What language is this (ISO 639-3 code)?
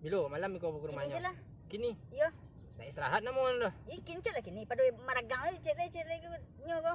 min